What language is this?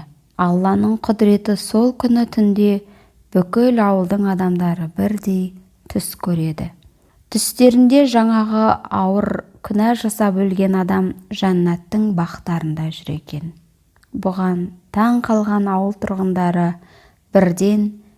Kazakh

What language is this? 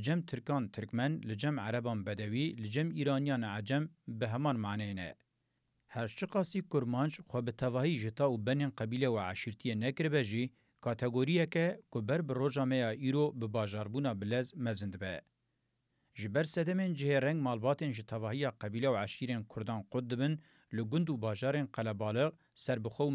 Kurdish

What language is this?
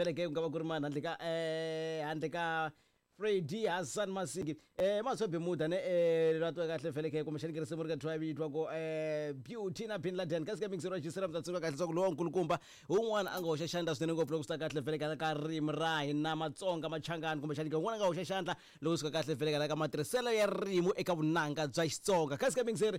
Tsonga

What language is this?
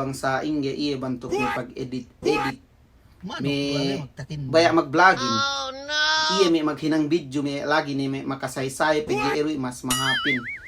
Yakan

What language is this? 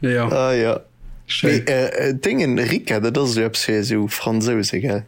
Luxembourgish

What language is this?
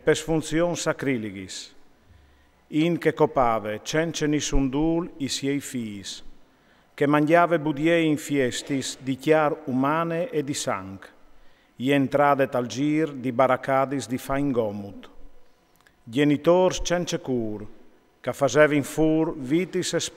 Friulian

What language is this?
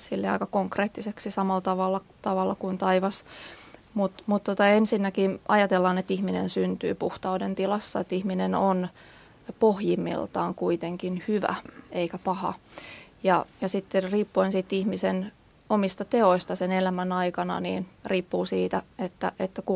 Finnish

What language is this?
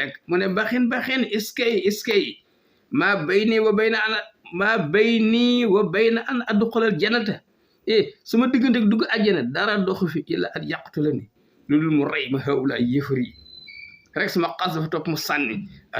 Wolof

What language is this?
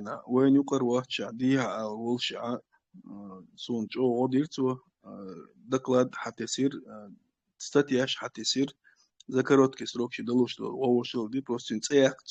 Chechen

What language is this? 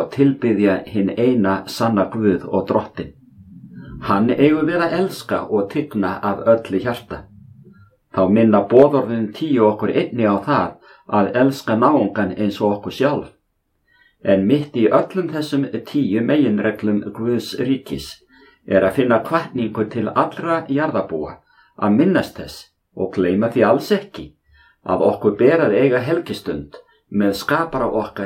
Icelandic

